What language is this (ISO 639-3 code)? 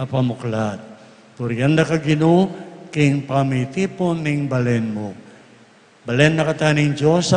pam